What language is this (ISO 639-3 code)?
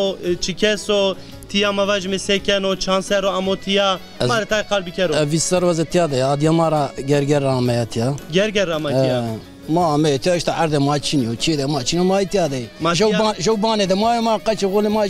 zza